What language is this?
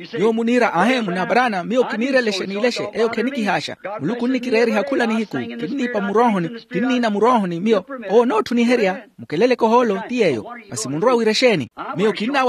Makhuwa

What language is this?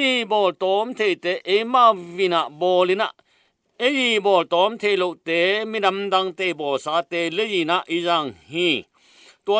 Tedim Chin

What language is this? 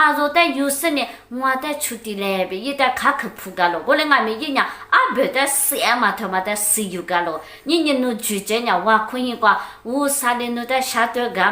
Lisu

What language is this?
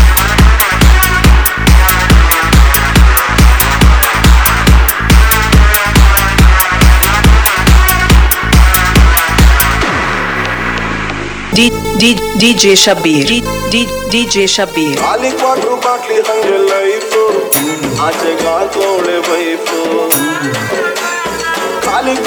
Kannada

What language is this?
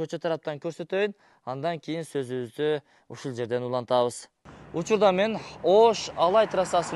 Kyrgyz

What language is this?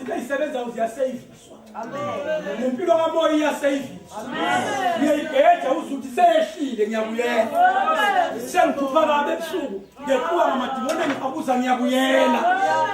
Zulu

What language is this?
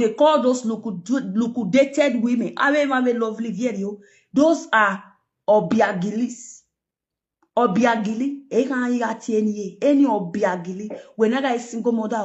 Nigerian Pidgin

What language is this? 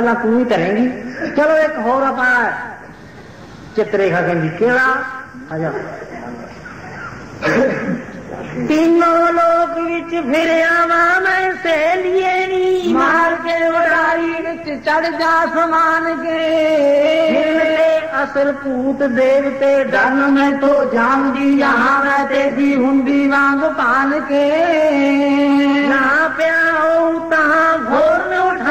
Punjabi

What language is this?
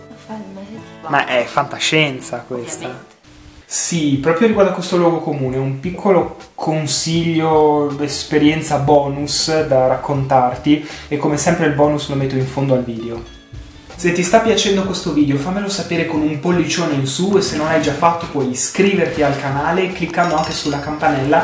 Italian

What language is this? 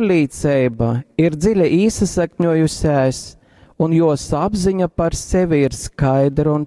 Latgalian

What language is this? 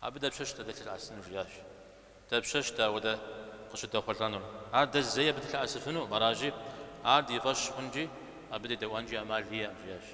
Kabardian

